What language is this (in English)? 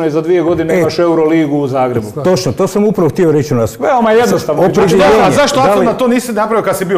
Croatian